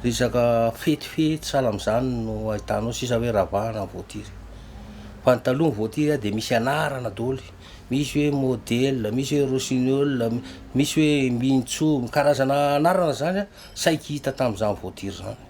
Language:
Malagasy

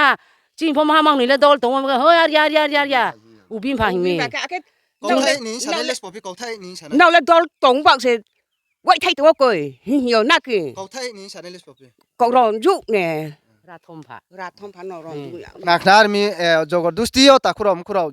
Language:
Riang (India)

